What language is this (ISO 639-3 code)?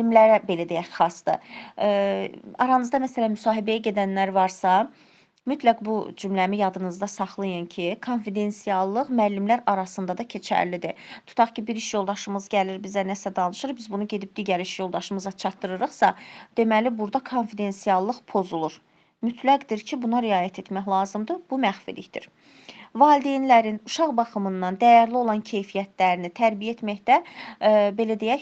aze